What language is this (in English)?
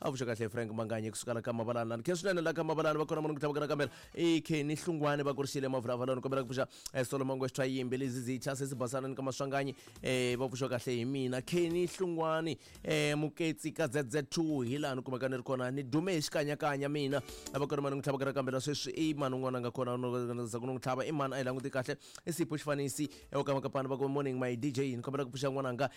Tsonga